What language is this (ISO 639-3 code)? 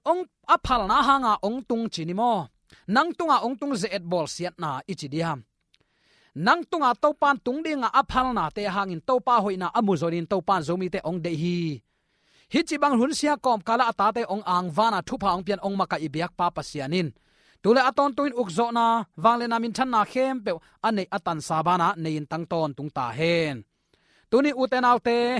ctd